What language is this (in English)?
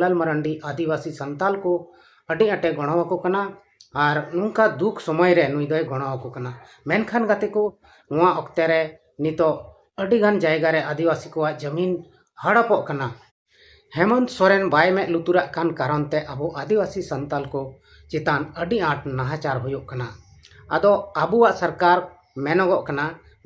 Santali